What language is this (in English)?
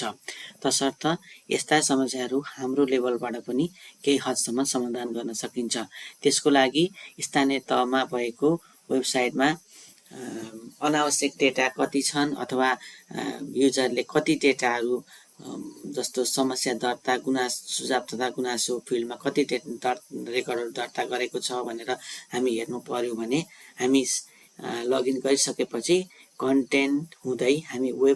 Nepali